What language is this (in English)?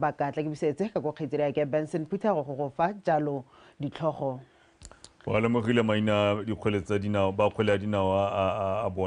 Tswana